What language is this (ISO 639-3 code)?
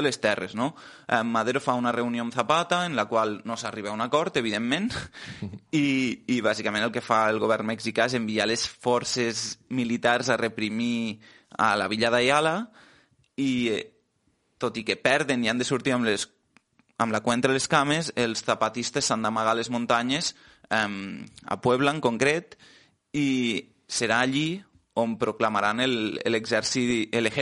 cat